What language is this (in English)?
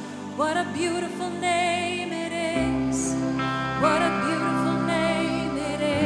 English